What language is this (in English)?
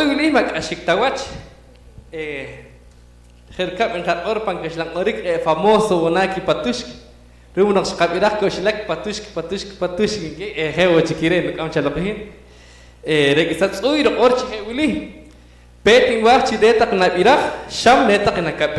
Poqomchi'